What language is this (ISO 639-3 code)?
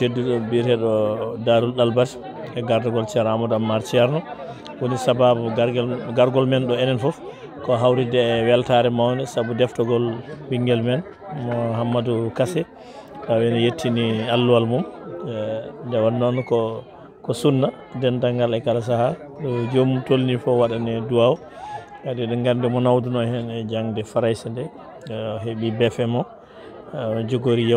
ful